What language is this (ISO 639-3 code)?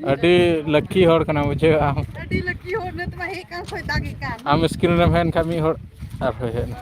sat